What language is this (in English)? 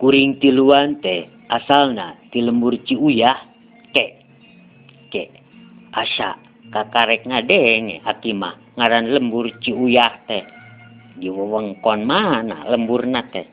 Sundanese